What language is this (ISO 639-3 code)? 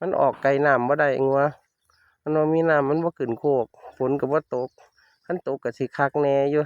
tts